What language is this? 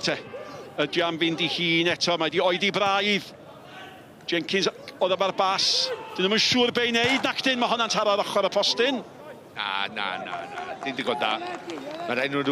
Welsh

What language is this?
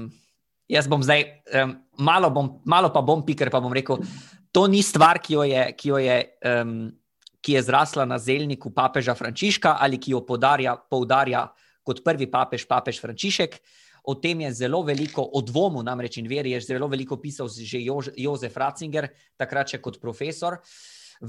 Slovenian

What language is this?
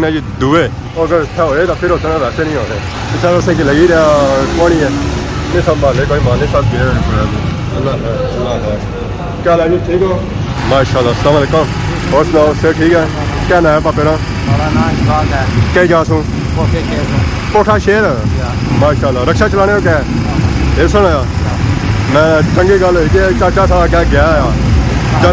Pahari-Potwari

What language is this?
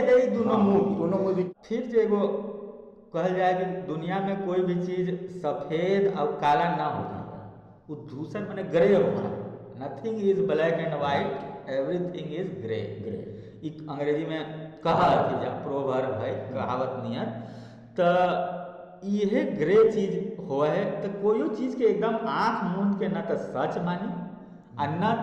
Magahi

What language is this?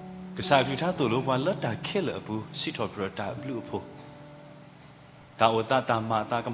S'gaw Karen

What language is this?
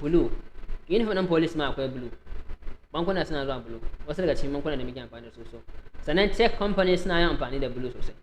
Hausa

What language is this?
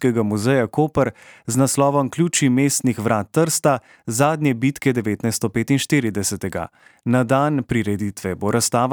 Slovenian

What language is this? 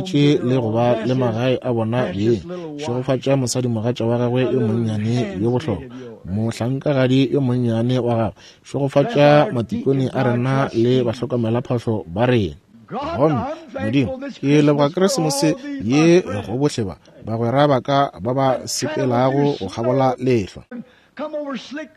Northern Sotho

